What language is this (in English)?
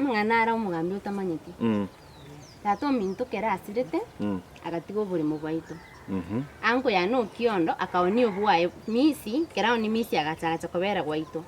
Gusii